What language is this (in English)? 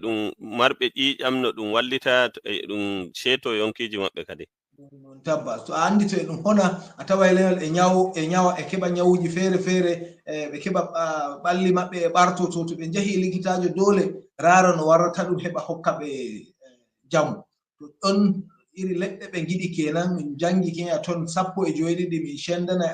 Fula